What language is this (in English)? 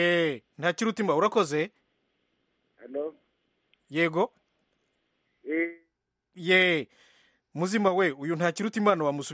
Kinyarwanda